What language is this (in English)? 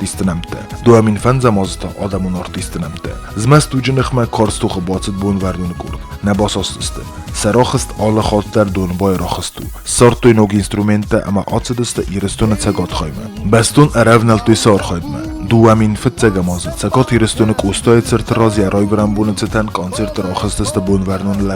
Ossetic